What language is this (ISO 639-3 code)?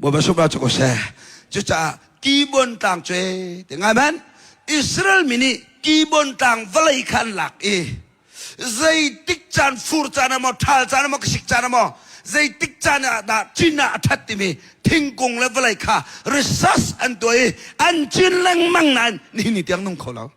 cnh